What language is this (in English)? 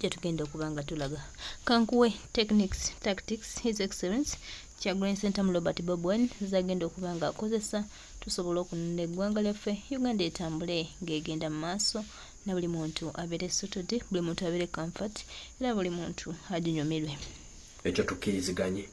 Ganda